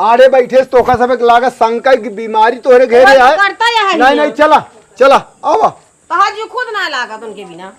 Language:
Awadhi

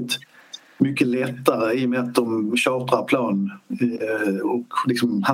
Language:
Swedish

